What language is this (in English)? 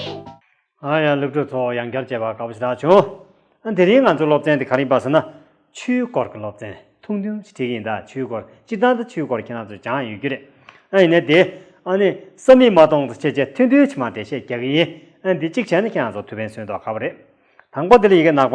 Tibetan